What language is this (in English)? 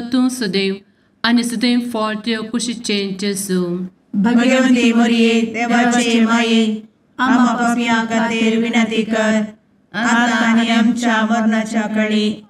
Konkani